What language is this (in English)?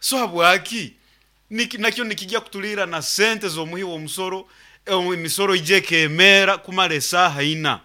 Nyankole